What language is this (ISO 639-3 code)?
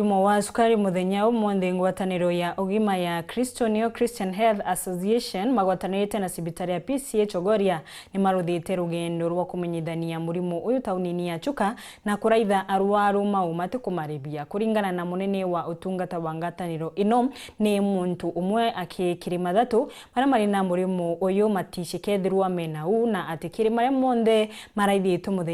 mer